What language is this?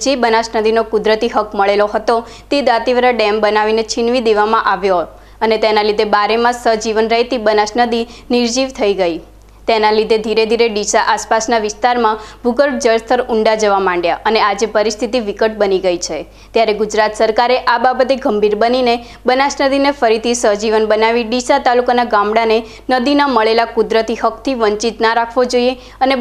Gujarati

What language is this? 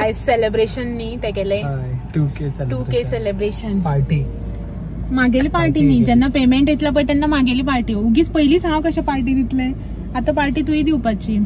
Konkani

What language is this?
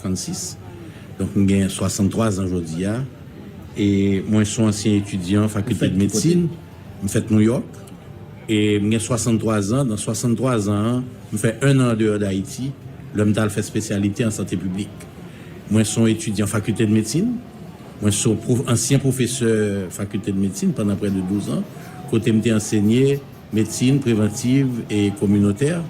Haitian Creole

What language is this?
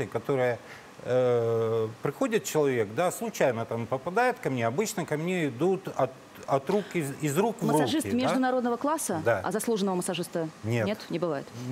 Russian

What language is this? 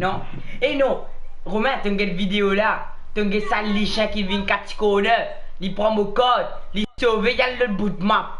Morisyen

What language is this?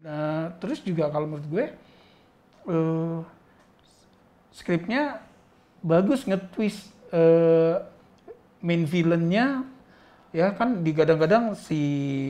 Indonesian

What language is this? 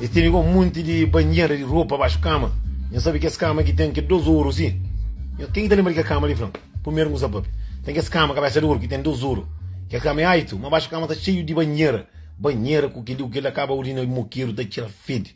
Kabuverdianu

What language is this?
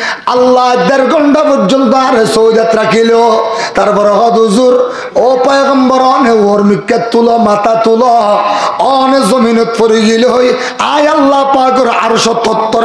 Rohingya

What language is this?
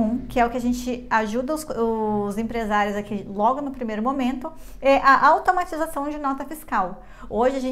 Portuguese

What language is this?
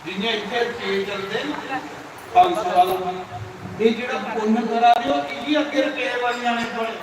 Dogri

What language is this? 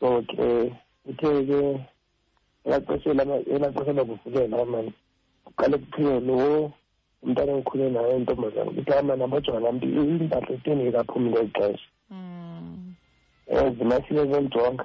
Xhosa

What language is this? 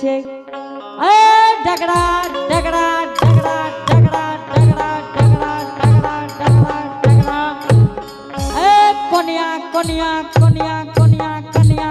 Angika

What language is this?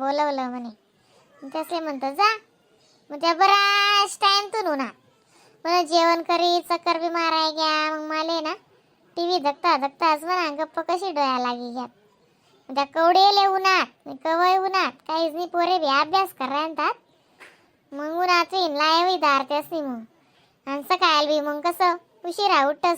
Khandesi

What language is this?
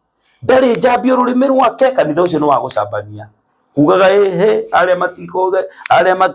Kikuyu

